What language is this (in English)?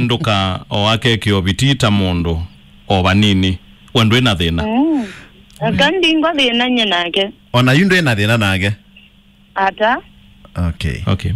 Kamba